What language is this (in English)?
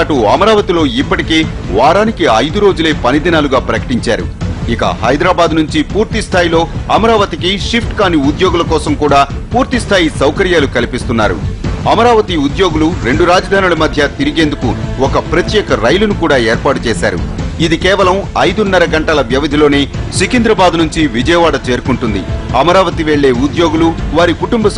Telugu